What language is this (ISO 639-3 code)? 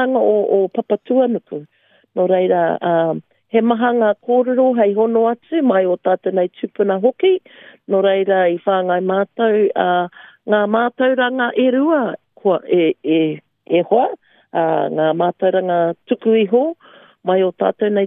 mri